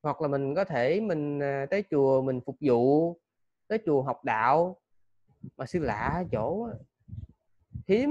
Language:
Vietnamese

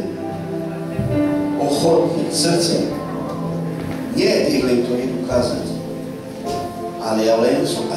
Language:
Slovak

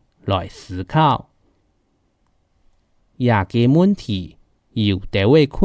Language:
Hakka Chinese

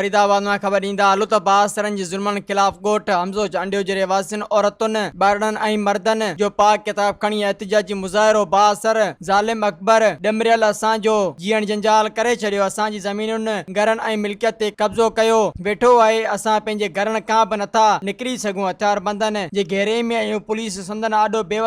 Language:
Sindhi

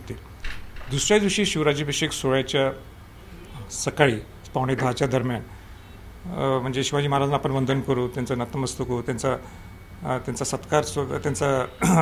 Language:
Marathi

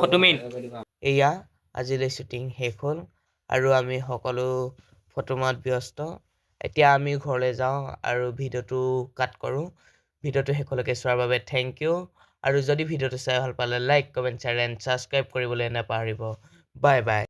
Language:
Assamese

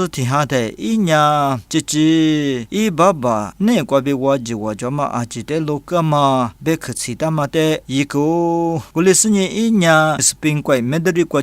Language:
Lisu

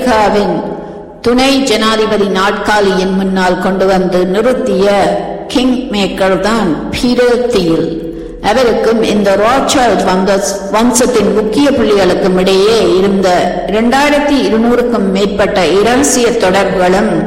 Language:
Tamil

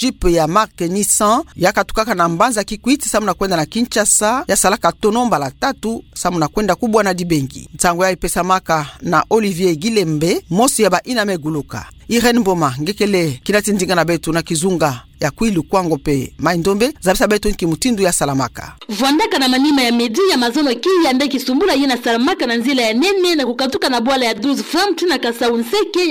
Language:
Kituba (Democratic Republic of Congo)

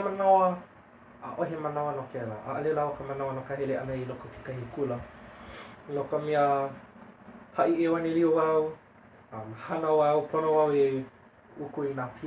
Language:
Hawaiian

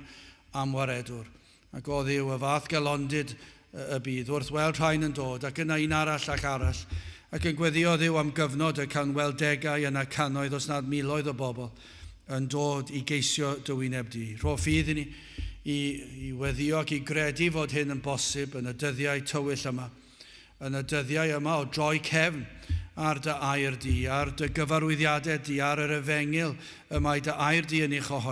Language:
Welsh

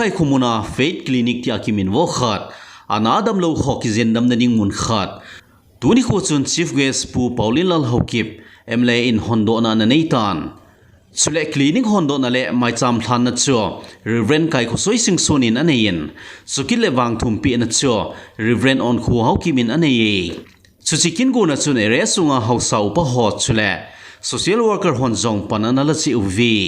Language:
Thado Chin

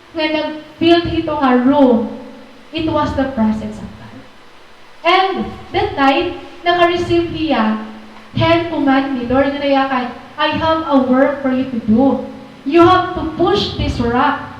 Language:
Waray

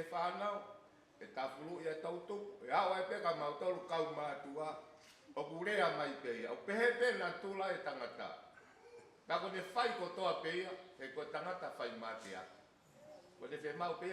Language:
Tongan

